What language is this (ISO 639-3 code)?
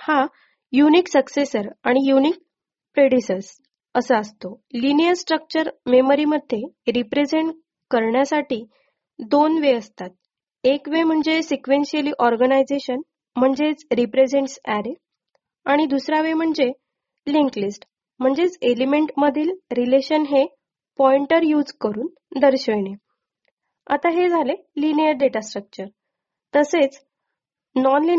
mar